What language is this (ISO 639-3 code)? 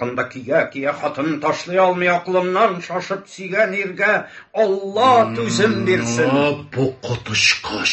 tat